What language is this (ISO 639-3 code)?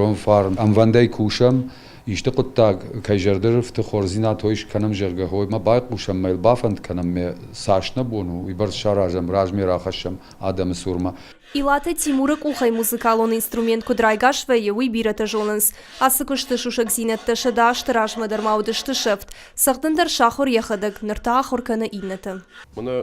oss